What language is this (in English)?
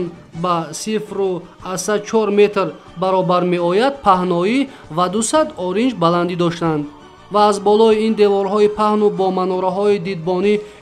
Tajik